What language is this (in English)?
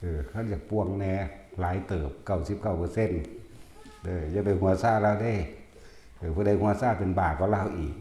Northeastern Thai